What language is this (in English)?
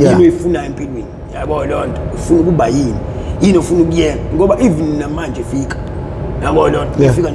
Zulu